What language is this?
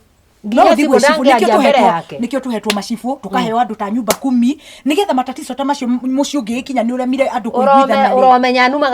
Kikuyu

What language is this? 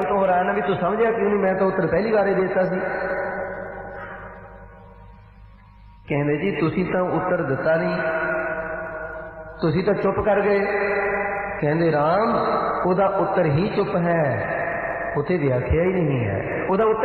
Punjabi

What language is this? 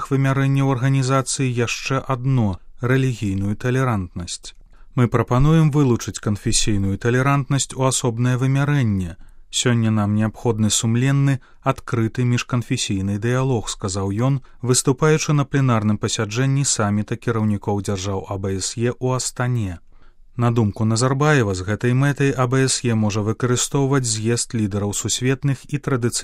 Belarusian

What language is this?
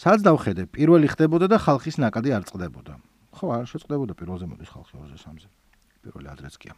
Georgian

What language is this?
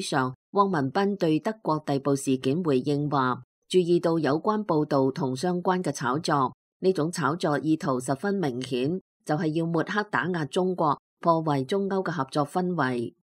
Cantonese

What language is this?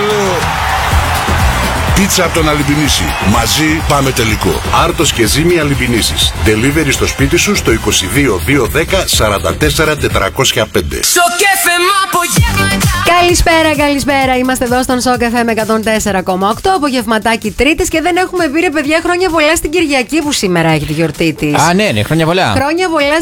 Greek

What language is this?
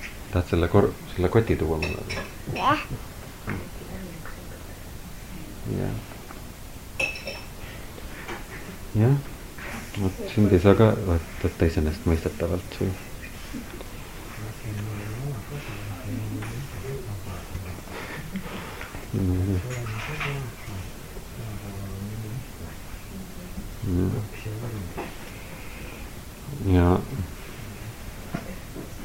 Estonian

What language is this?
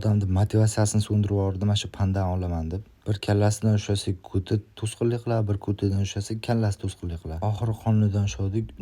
Uzbek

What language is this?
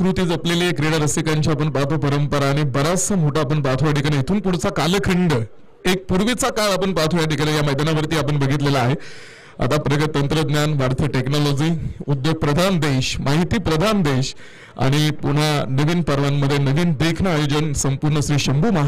Marathi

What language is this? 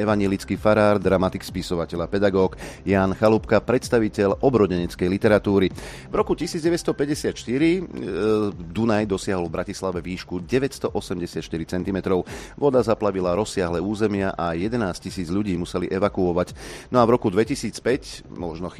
Slovak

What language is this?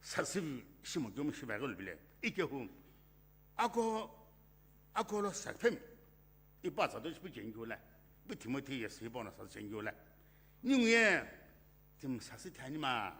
Sumi Naga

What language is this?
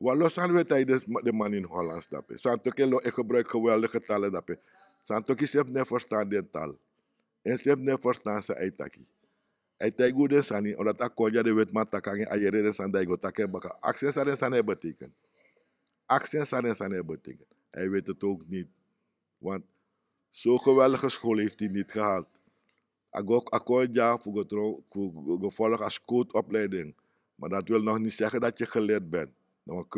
Sranan Tongo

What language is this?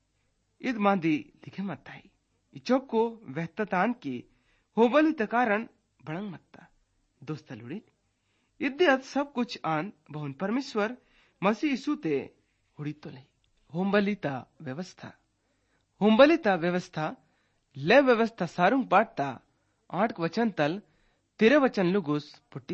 Gondi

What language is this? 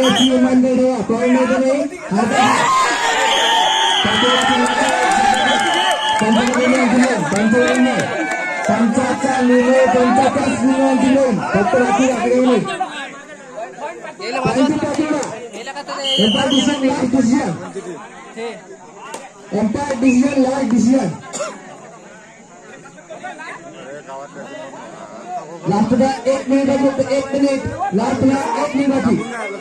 Marathi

